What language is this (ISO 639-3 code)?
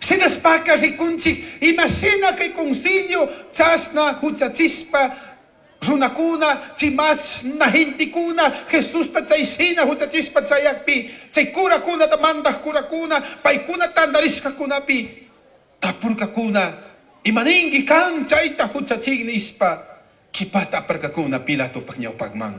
qug